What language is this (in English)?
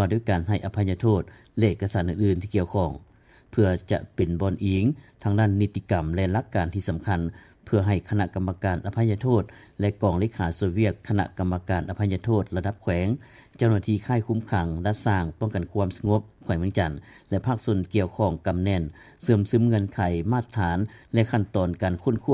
Lao